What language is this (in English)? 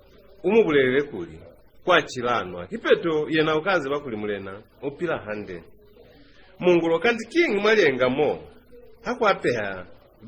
Lozi